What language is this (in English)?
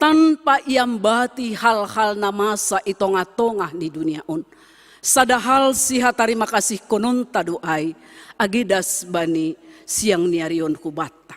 Batak Simalungun